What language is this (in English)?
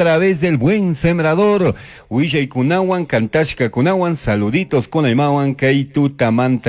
Chimborazo Highland Quichua